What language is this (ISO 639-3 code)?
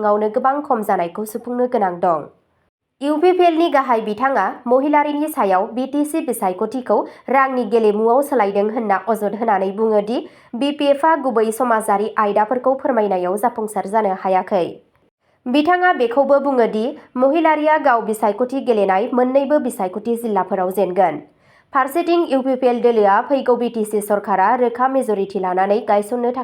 brx